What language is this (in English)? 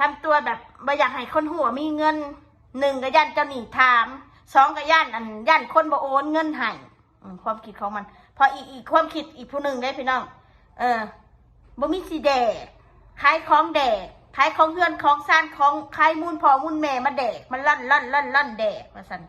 Northeastern Thai